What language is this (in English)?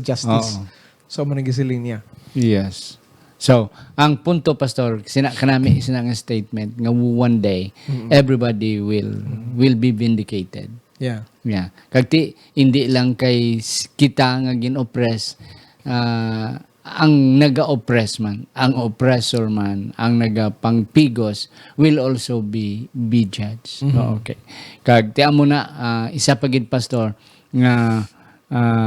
Hiligaynon